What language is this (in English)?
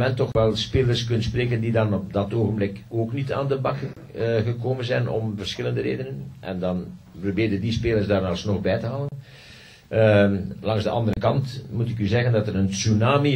Dutch